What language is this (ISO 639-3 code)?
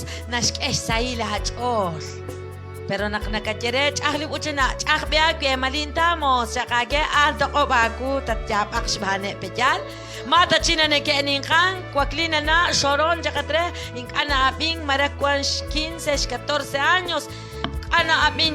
kek